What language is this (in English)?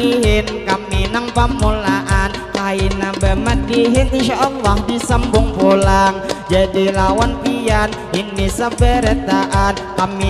Banjar